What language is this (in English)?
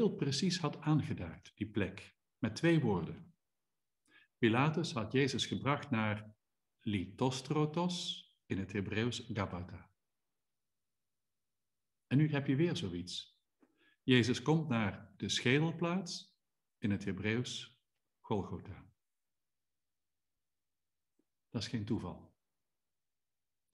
Dutch